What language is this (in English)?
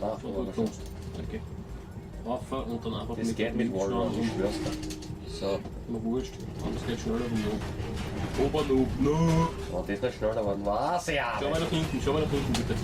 Bavarian